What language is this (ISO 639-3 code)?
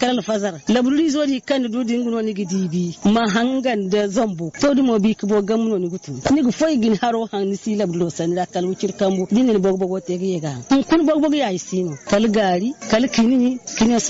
dje